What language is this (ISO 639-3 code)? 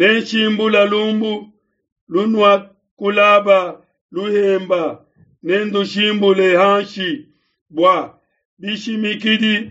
lua